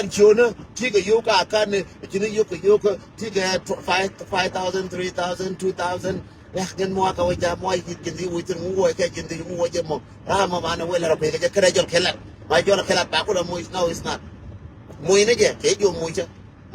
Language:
Nuer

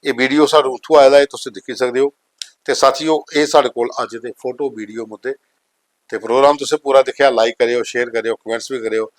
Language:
Dogri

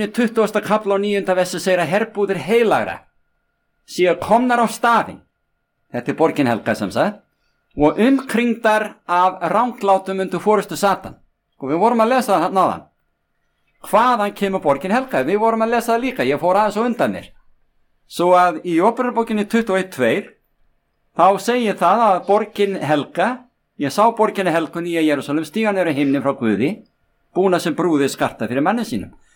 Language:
Icelandic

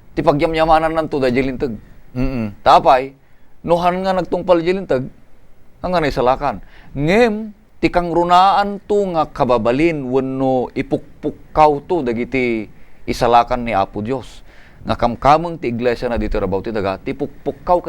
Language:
Iloko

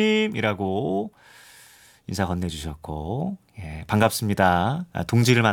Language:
Korean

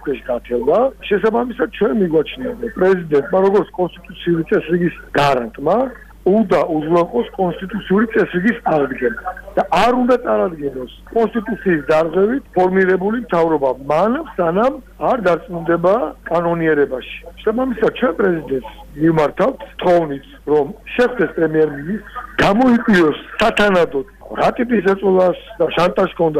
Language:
Georgian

